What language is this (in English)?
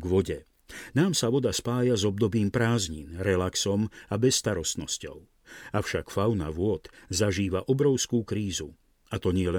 Slovak